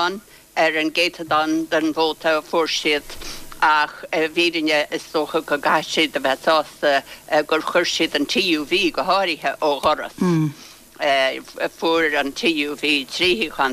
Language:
Irish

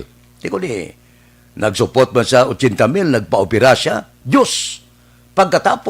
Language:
Hiligaynon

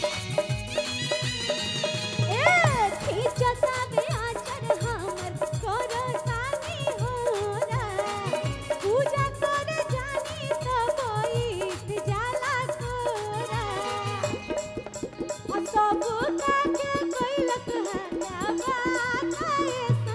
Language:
Bhojpuri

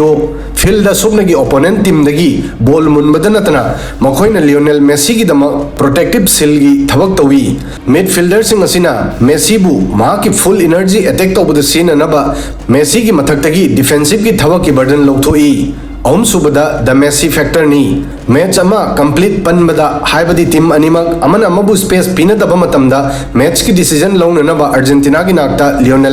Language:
Manipuri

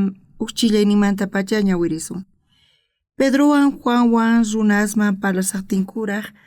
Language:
South Bolivian Quechua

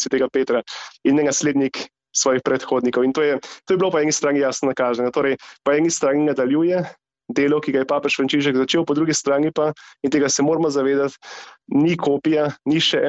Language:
Slovenian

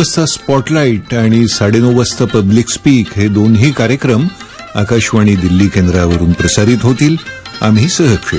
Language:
Marathi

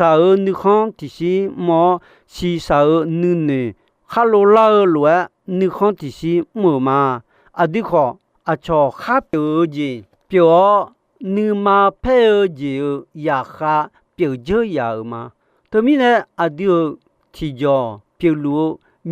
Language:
Akha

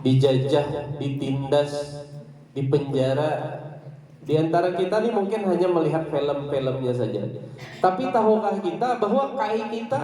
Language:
Banjar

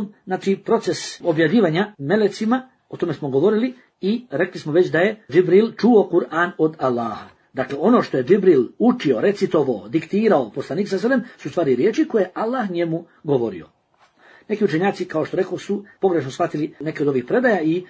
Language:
Bosnian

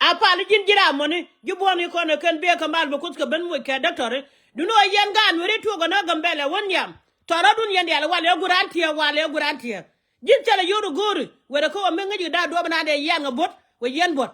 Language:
Nuer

